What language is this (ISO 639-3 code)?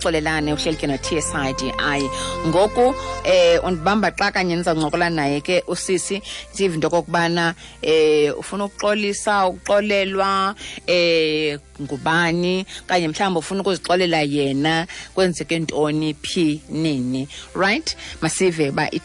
xho